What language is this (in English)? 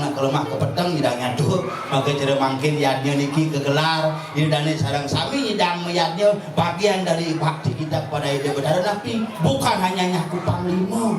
Balinese